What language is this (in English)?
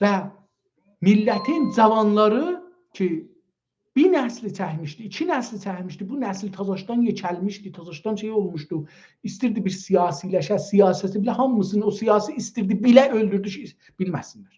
South Azerbaijani